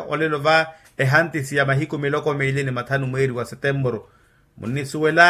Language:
Makhuwa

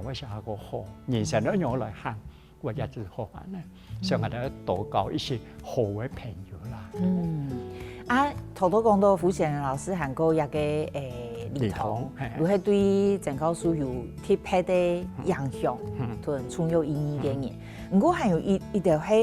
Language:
Hakka Chinese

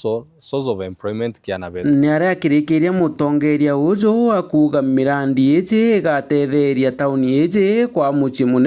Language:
Meru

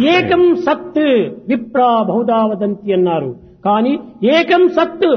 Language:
Telugu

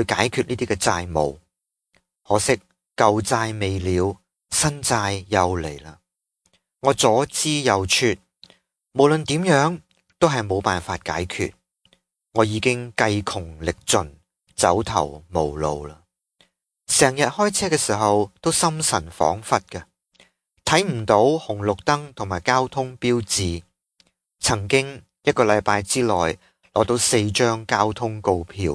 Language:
Cantonese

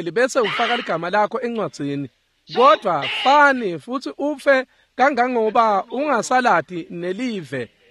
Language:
Swati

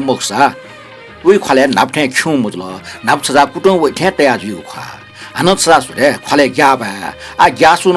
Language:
Newari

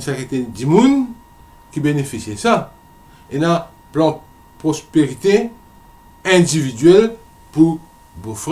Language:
Morisyen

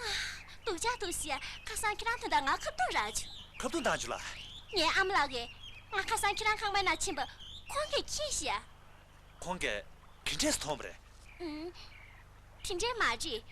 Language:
Tibetan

